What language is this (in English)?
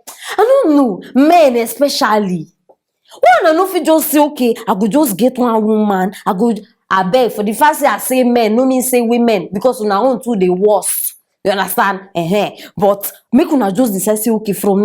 Nigerian Pidgin